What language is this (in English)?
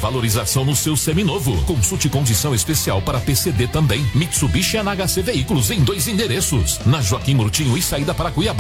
Portuguese